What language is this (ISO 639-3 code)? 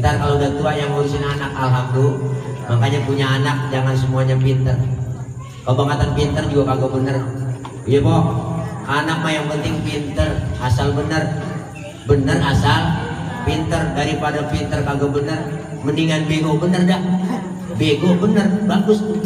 bew